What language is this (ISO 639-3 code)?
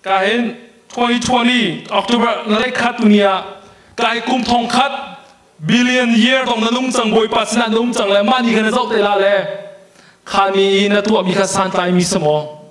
cnh